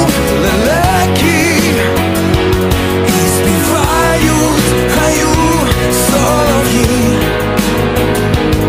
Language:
Ukrainian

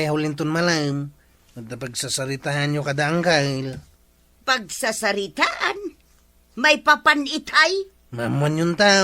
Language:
Iloko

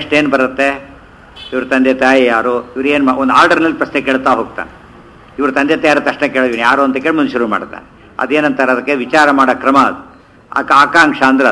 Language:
Kannada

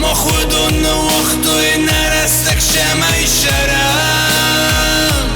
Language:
Ossetic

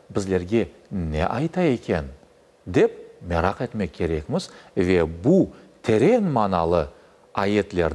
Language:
Crimean Tatar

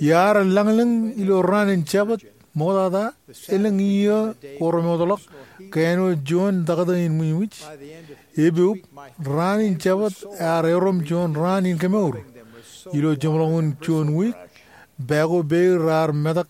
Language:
Marshallese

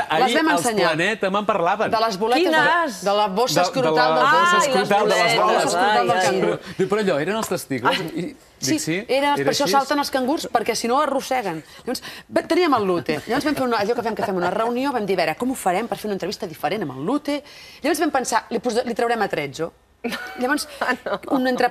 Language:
Catalan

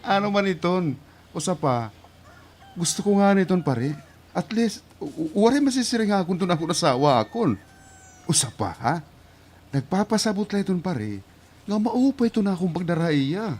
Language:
Waray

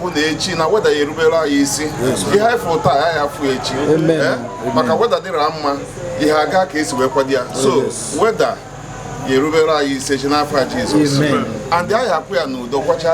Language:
Igbo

